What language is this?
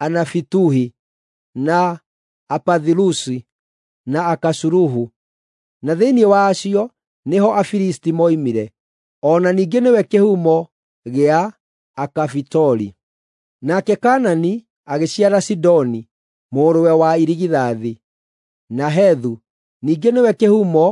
Kikuyu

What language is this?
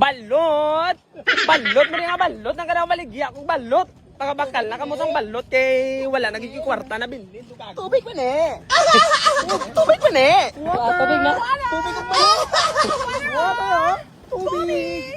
Cebuano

